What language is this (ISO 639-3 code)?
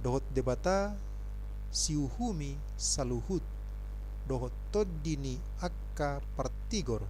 bbc